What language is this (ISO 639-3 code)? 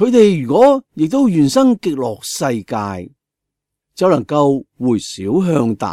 yue